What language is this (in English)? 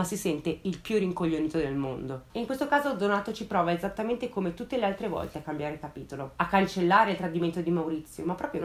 Italian